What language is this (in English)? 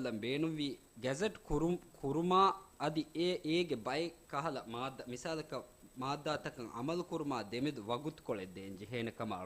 Divehi